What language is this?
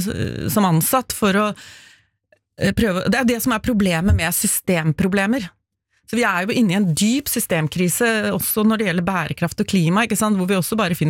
Norwegian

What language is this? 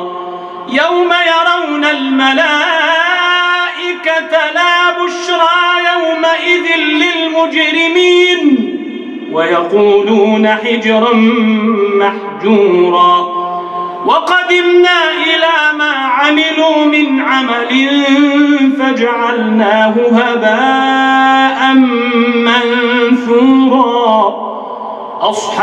Arabic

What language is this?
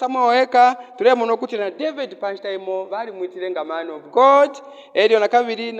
Bemba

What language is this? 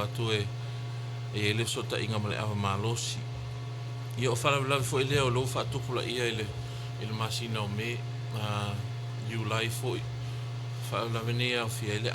Samoan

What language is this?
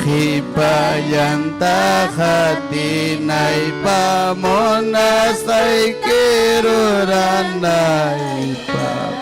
Ayacucho Quechua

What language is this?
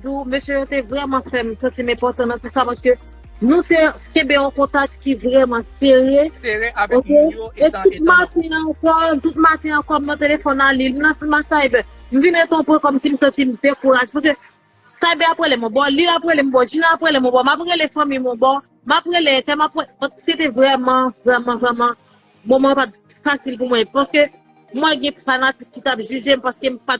Haitian Creole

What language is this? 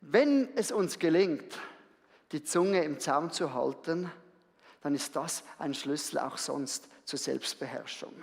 Swiss German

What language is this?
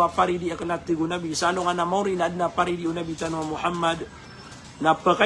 Maranao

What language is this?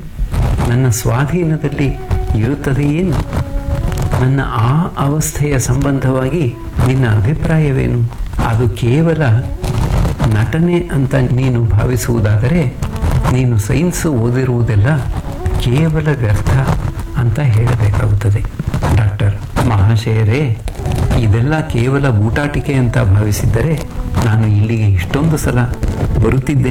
Kannada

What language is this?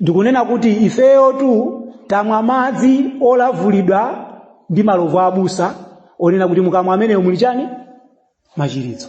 Nyanja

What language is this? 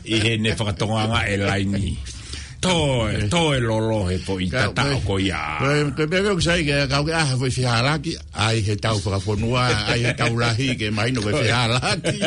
Tongan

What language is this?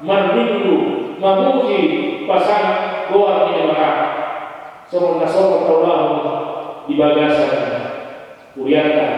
Batak Toba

